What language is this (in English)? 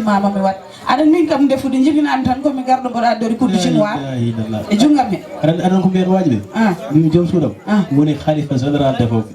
Fula